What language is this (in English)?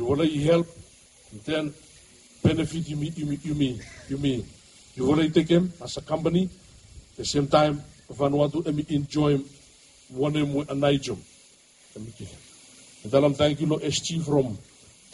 Bislama